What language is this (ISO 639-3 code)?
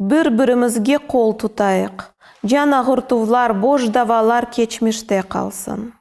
crh